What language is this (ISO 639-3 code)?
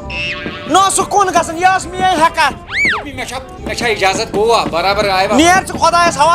kas